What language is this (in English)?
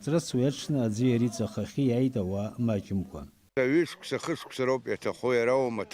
Abkhazian